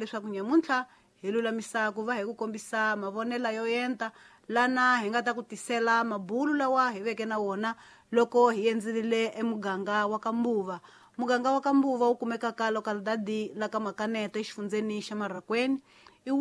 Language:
Tsonga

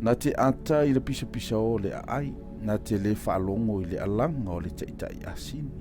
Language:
Samoan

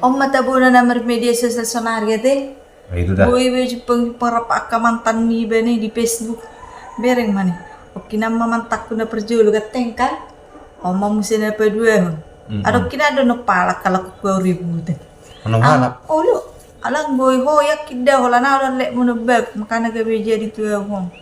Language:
Batak Toba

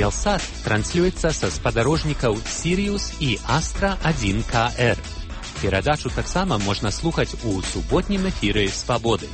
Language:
Belarusian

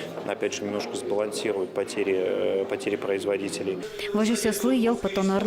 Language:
Udmurt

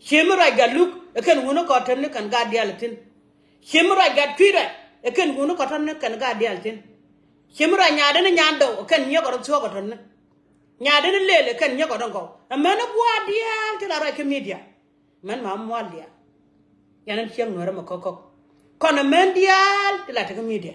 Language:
Nuer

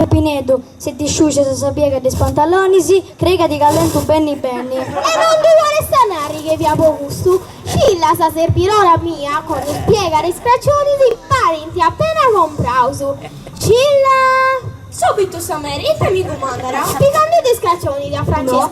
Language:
Sardinian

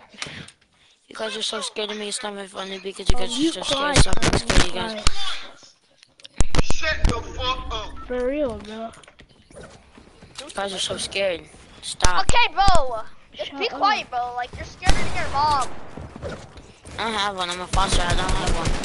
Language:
English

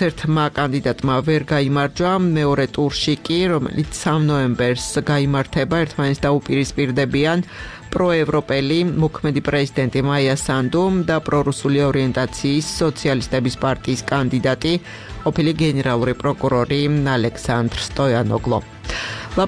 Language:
Georgian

